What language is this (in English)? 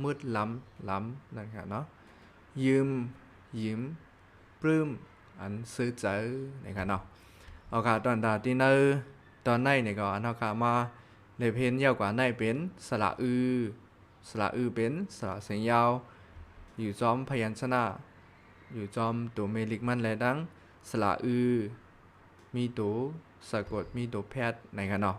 Shan